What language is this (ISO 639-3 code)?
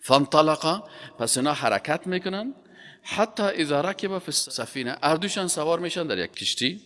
fas